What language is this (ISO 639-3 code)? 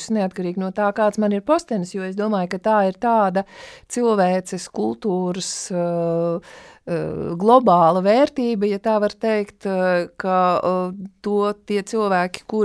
lav